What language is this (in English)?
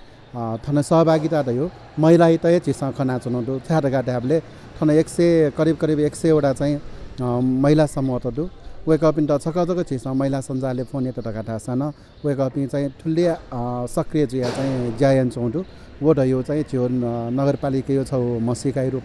Newari